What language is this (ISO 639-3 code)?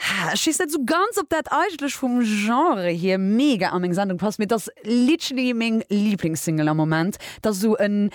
ltz